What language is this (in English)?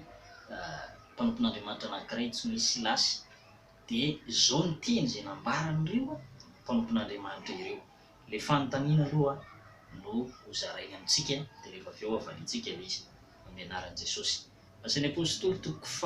Malagasy